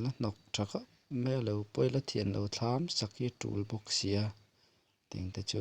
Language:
Mizo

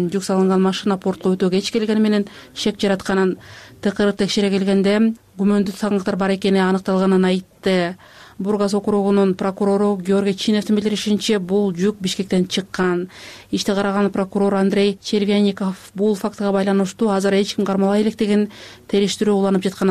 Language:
Kyrgyz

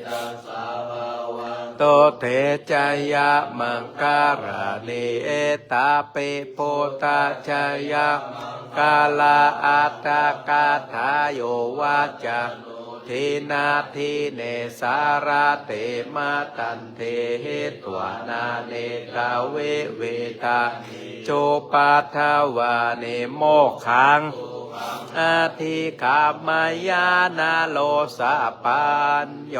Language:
Pali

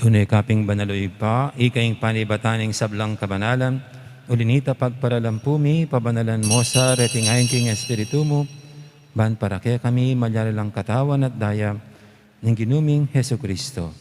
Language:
Pampanga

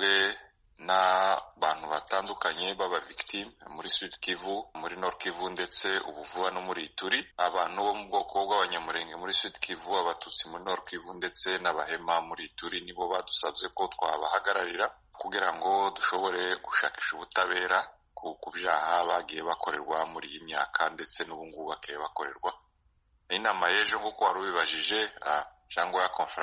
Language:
Kinyarwanda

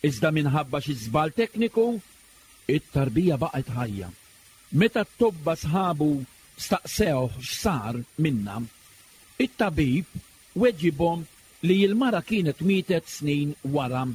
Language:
Maltese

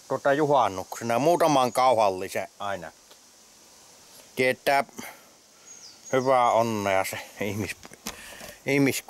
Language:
Finnish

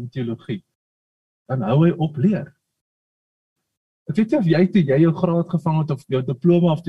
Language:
Afrikaans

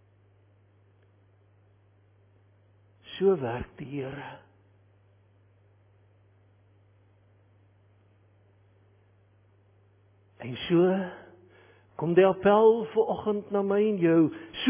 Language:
Afrikaans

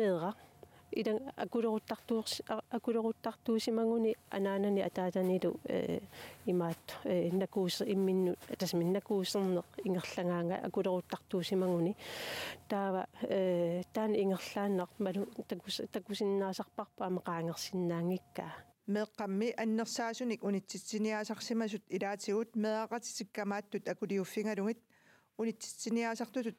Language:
Kalaallisut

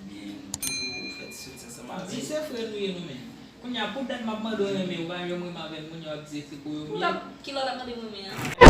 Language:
Haitian Creole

